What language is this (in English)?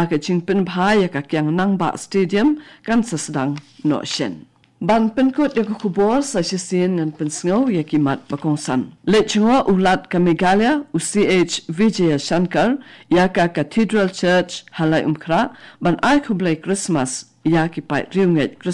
Khasi